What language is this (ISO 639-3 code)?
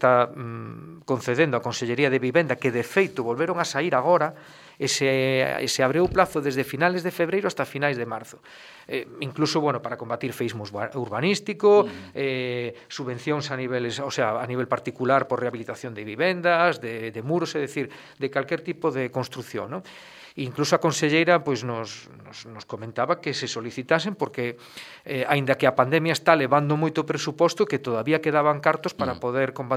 glg